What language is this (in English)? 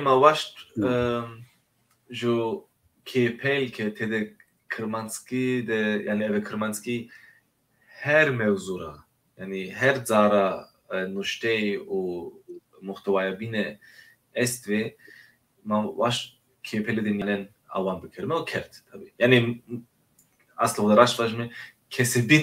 Zaza